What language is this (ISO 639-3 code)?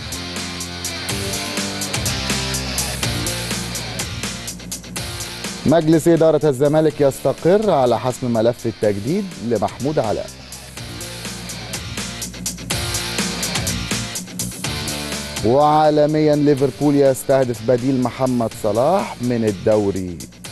arz